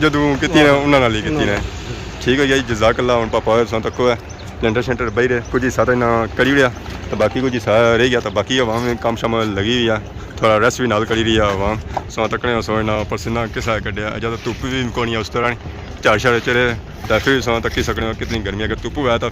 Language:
Pahari-Potwari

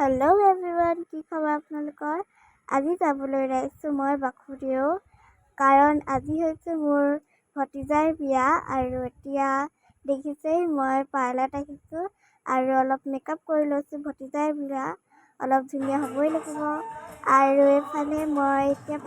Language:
Assamese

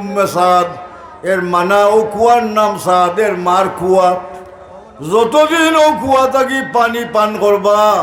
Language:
Sylheti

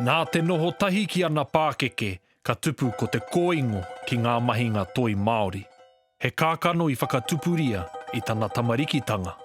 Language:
Māori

